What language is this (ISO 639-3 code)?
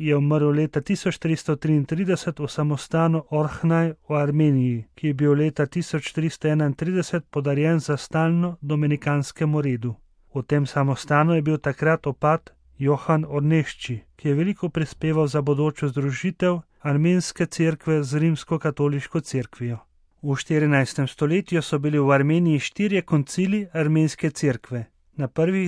slv